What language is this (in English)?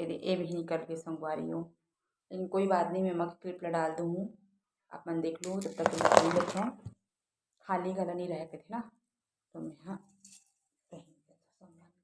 Chhattisgarhi